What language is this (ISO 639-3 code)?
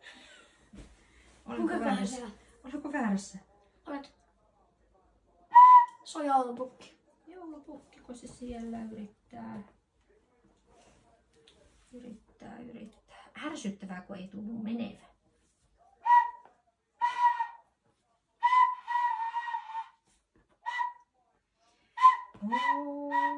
fin